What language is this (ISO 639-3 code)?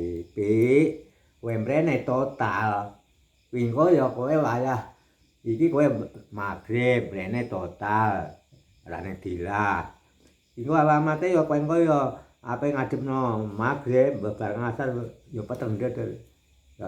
jav